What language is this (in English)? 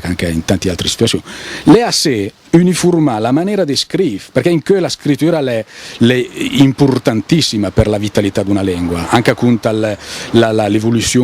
Lombard